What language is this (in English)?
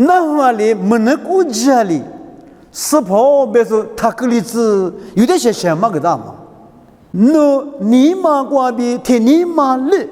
Lisu